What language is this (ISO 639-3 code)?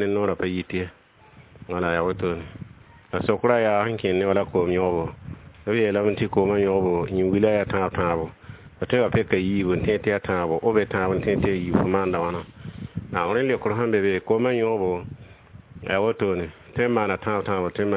mos